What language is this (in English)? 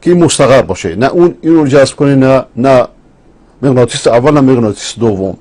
Persian